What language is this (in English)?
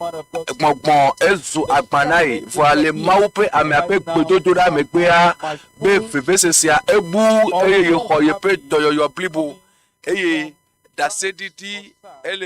Ewe